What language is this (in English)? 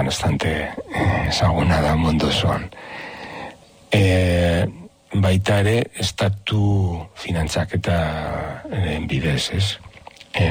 Basque